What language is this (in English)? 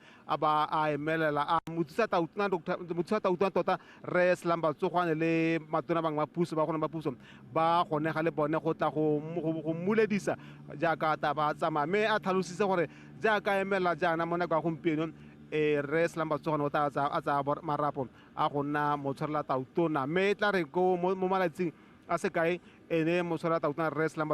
Tswana